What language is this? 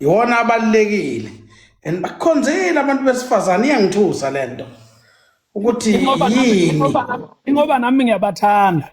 Zulu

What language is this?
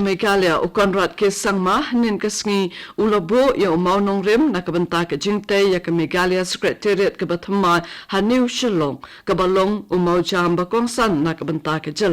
Khasi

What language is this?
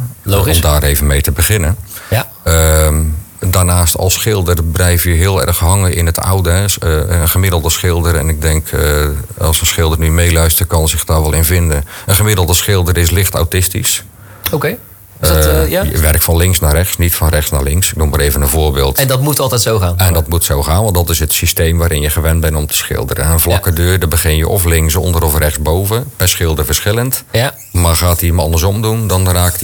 Dutch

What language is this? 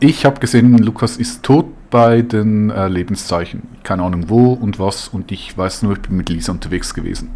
Swiss German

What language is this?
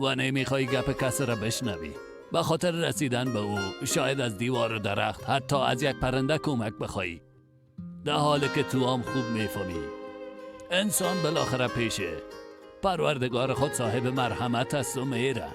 Persian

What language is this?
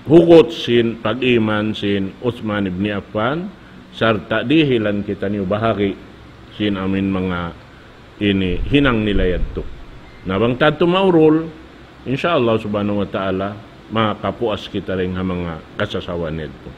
Tausug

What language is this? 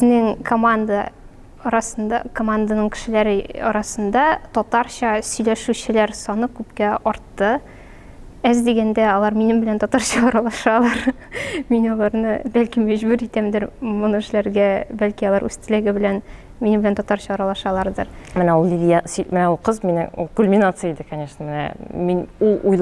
Tatar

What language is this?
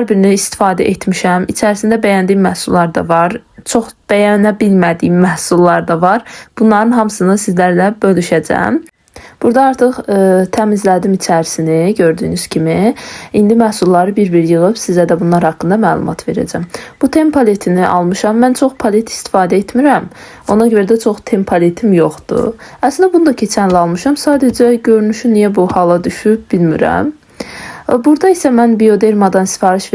Azerbaijani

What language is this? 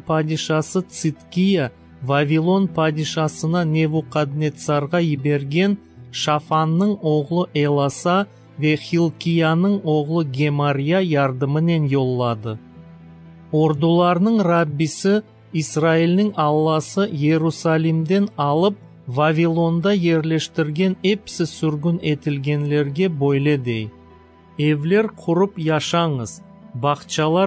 Crimean Tatar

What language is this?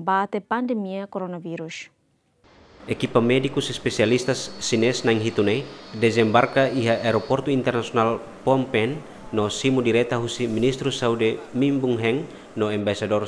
Tetum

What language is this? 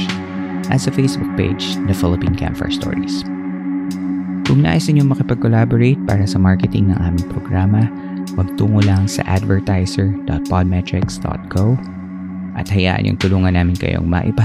Filipino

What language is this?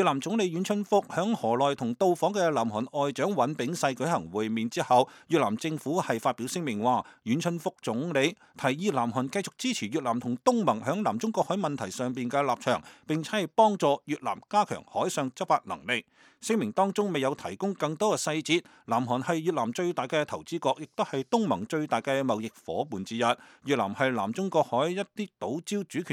Cantonese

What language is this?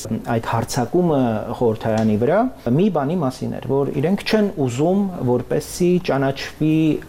Armenian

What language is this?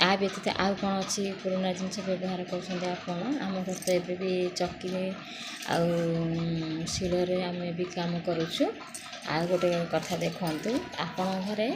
Odia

